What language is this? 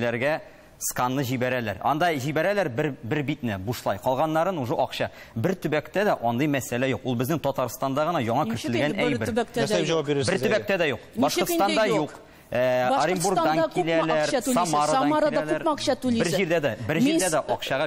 Tatar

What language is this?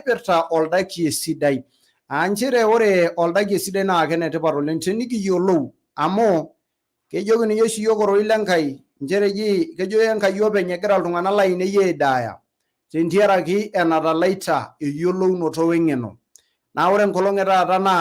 Masai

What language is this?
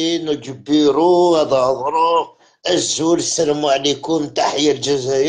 Algerian Arabic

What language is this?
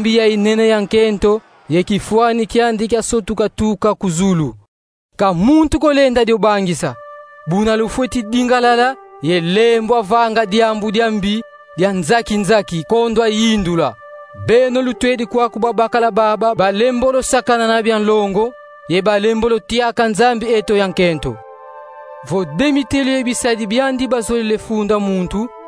Kongo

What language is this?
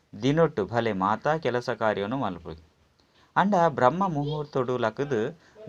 Tulu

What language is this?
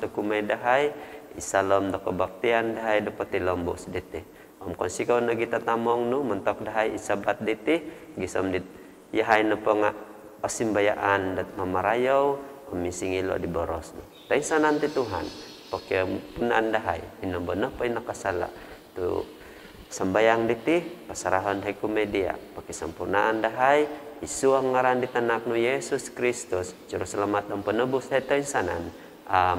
Central Dusun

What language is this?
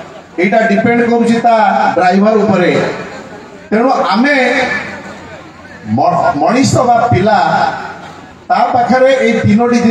Odia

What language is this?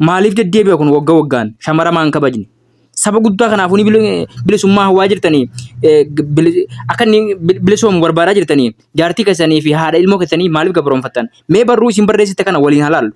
Oromo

